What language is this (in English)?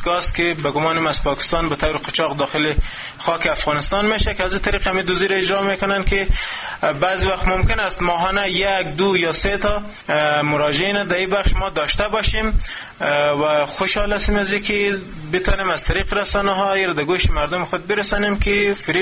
Persian